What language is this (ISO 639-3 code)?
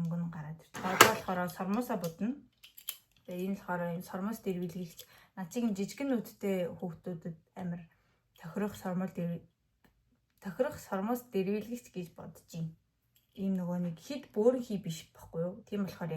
mon